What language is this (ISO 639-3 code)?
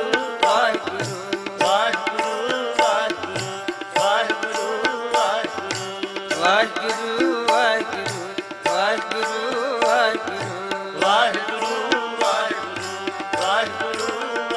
pan